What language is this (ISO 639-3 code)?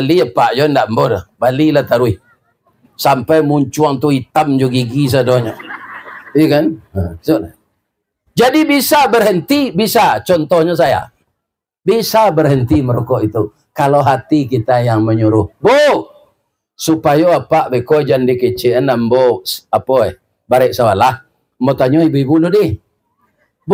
min